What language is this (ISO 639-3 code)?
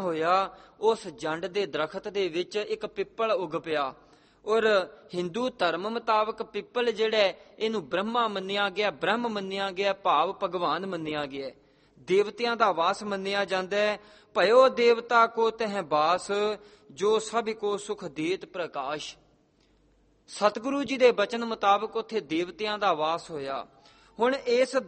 pan